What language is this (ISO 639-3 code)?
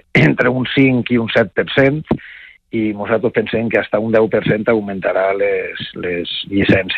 cat